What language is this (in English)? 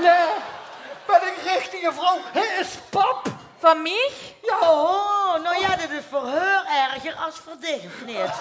Limburgish